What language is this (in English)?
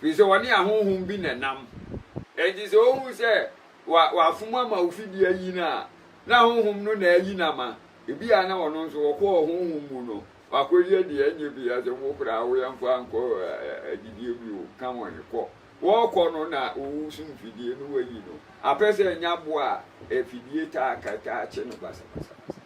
Akan